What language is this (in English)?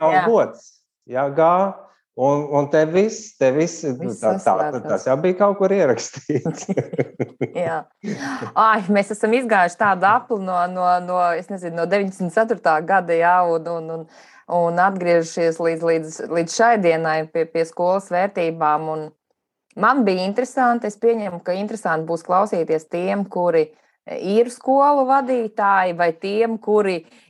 Latvian